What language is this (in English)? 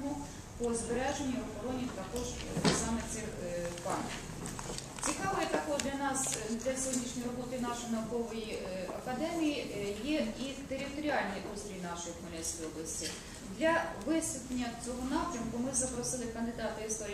Ukrainian